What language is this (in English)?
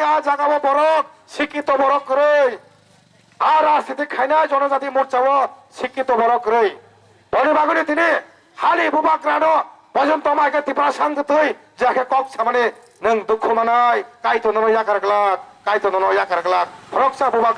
Kok Borok